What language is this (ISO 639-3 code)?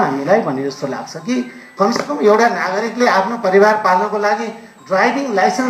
nep